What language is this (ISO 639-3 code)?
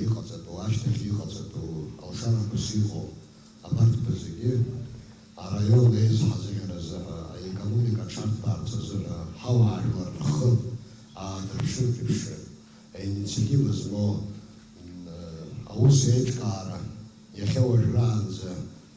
abk